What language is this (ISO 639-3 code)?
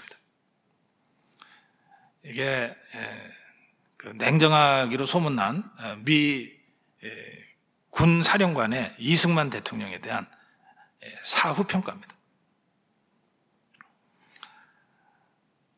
kor